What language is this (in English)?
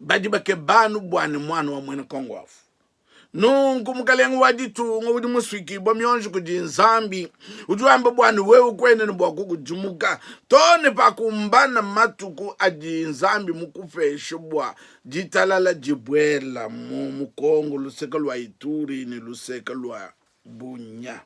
Luba-Lulua